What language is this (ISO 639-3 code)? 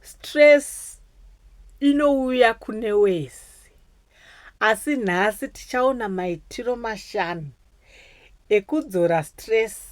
sna